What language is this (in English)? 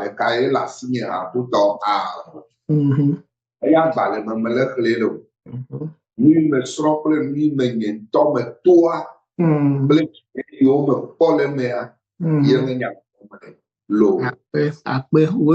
Ewe